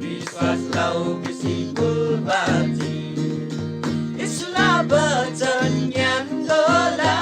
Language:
Eastern Tamang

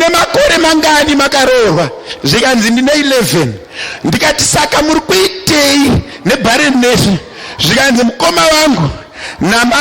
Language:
Shona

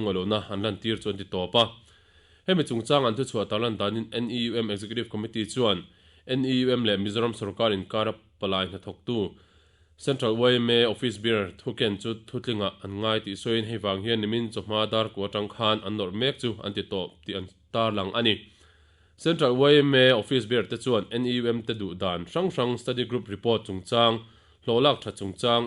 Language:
Mizo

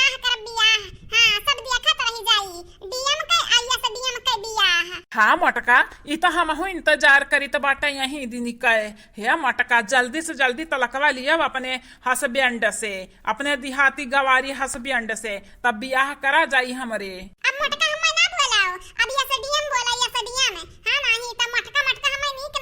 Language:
Awadhi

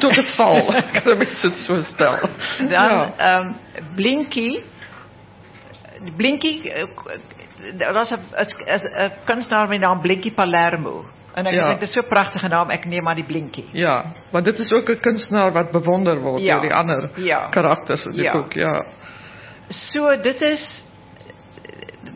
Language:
Afrikaans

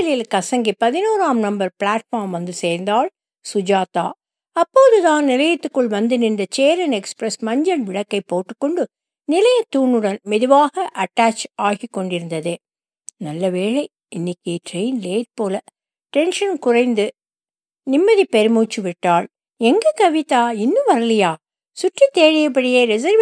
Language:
Tamil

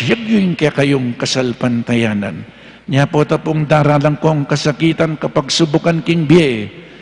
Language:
Pampanga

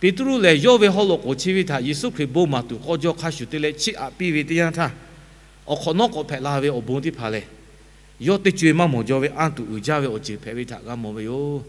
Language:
Lahu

